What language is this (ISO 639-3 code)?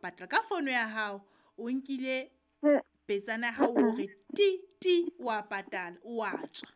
sot